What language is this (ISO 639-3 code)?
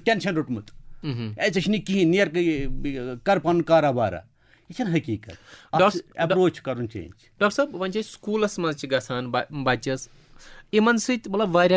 kas